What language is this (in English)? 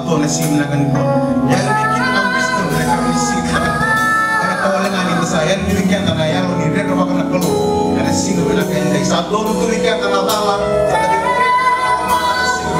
Fijian